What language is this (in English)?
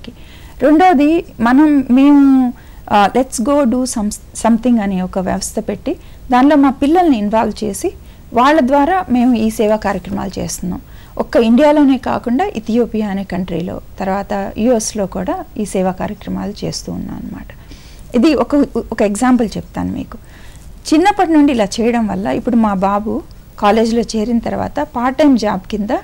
Telugu